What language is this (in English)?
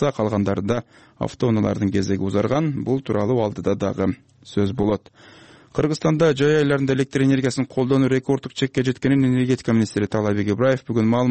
Kyrgyz